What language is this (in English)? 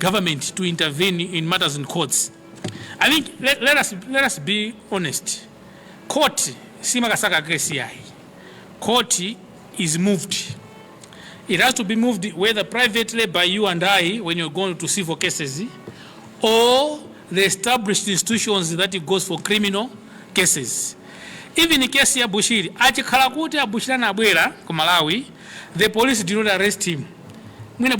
Nyanja